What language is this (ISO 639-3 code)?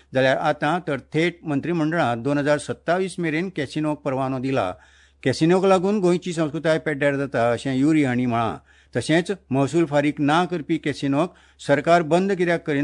kok